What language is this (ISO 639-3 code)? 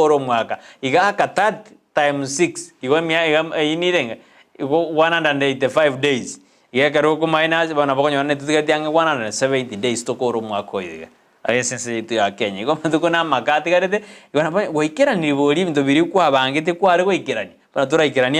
guz